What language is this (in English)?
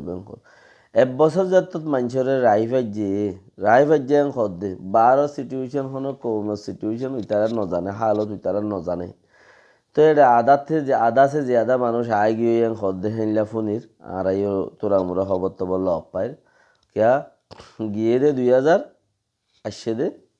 Rohingya